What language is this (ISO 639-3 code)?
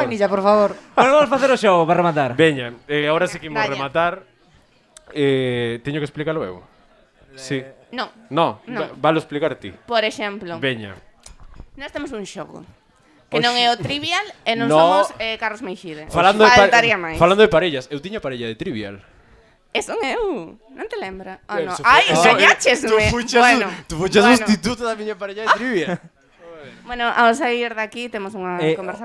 glg